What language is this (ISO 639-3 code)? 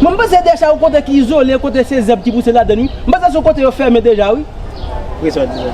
hat